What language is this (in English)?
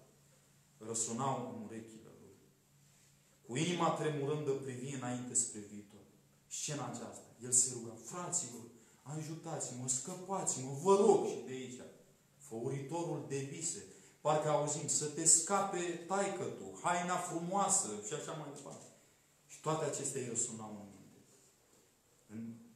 Romanian